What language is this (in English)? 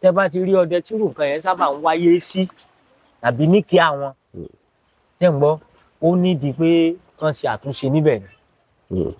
Yoruba